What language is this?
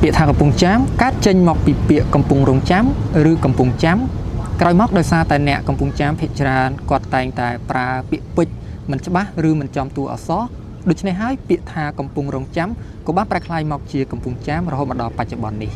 Khmer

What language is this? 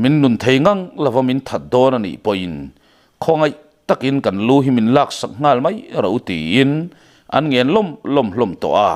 Mizo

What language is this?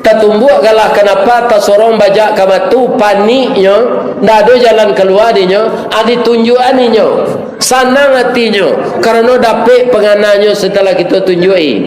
Minangkabau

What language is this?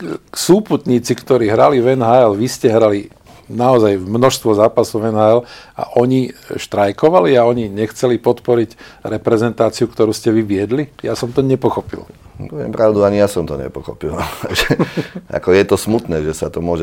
Slovak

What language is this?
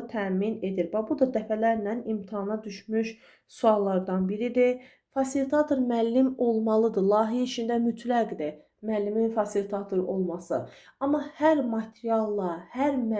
Azerbaijani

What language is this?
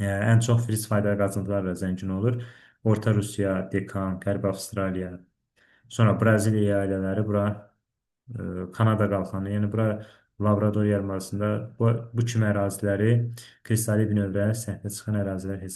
Azerbaijani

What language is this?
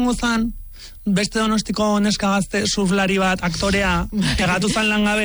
Basque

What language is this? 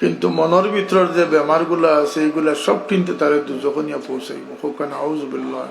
Sylheti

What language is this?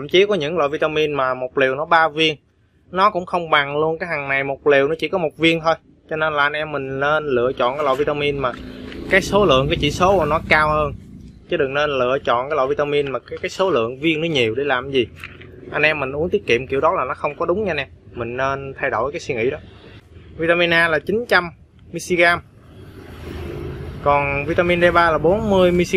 Vietnamese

